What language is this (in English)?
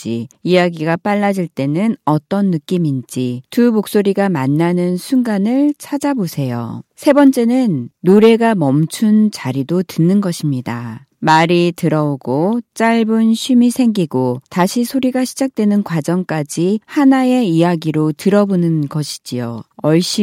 Korean